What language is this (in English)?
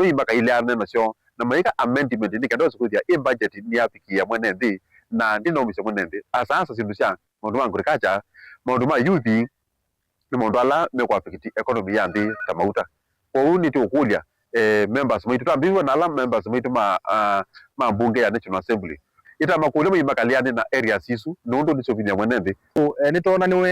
Kamba